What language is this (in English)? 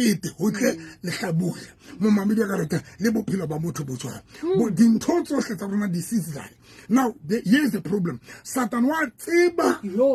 Southern Sotho